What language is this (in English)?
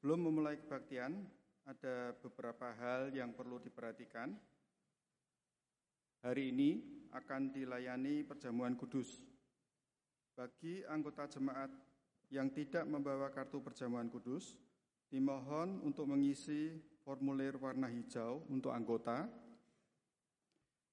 Indonesian